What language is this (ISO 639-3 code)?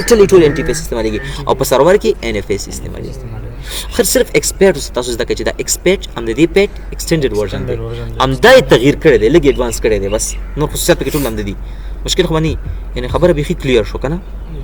pus